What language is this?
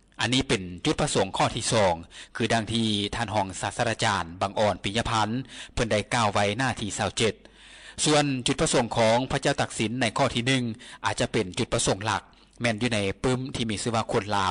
Lao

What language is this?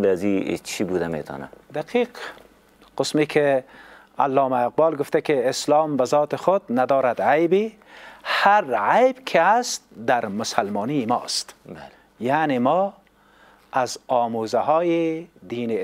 Persian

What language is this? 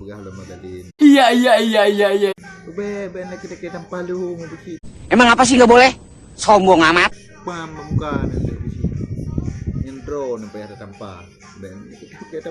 Achinese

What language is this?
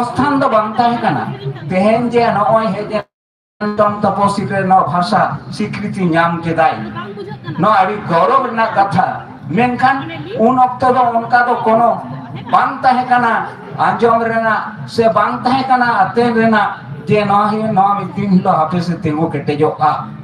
Santali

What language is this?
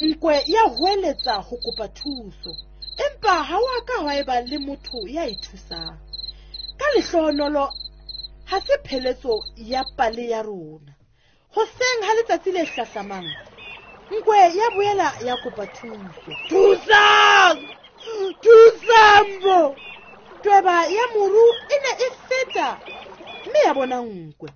Southern Sotho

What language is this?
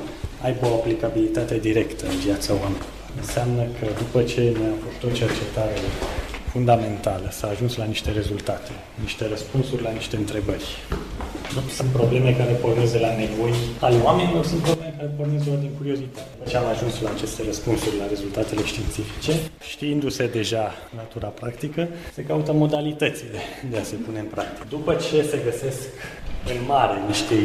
Romanian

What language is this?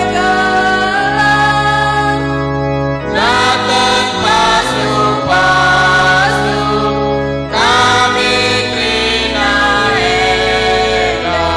Batak Karo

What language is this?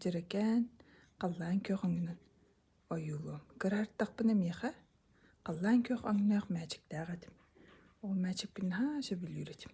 Yakut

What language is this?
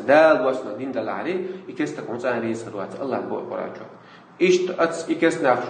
Chechen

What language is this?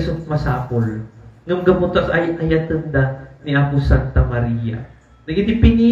Iloko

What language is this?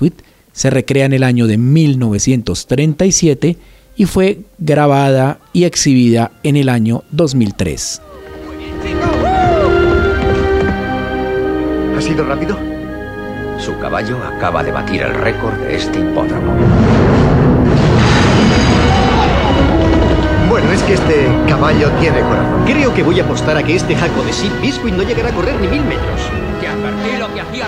Spanish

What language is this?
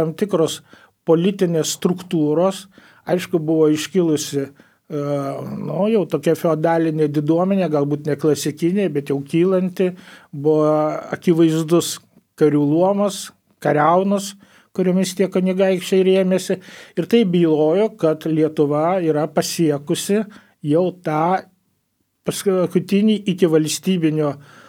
Lithuanian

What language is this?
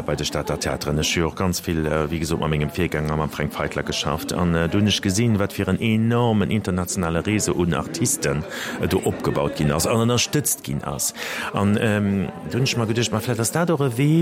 Luxembourgish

